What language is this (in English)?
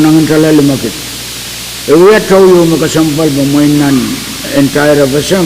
Pohnpeian